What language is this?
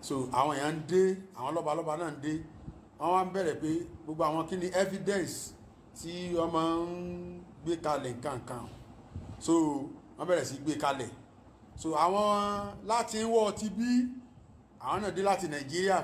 Yoruba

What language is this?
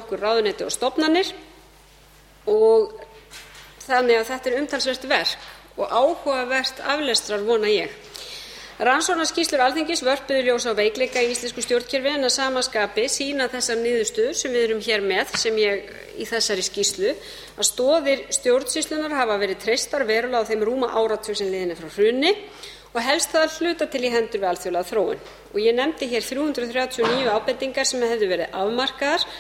Icelandic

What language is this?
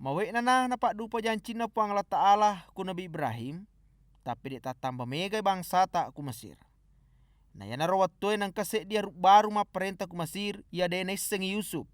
Buginese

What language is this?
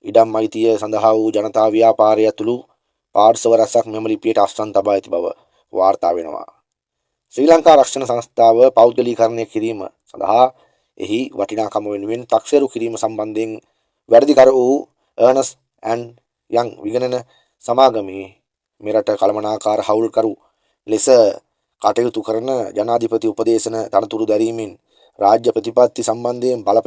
Sinhala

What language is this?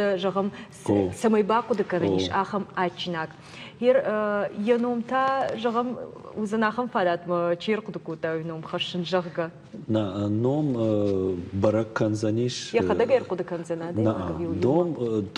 Ossetic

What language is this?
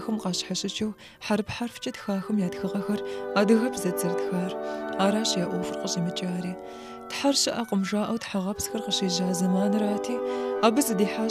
Kabardian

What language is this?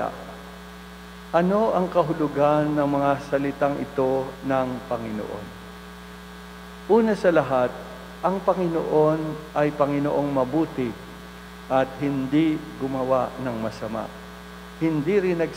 Filipino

